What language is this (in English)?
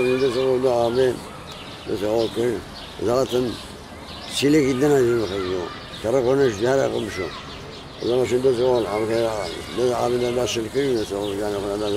Kurdish